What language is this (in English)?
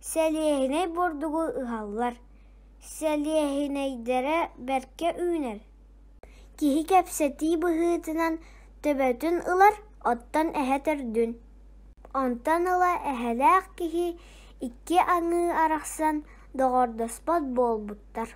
Yakut